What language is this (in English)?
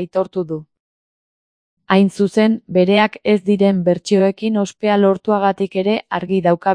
Basque